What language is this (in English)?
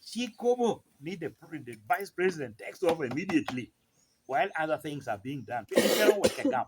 Lango (Uganda)